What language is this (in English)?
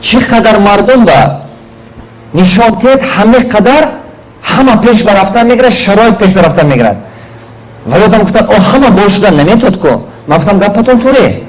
Tajik